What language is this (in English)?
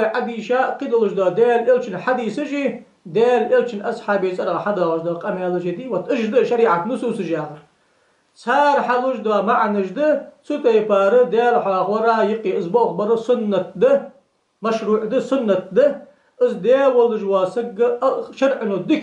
Ingush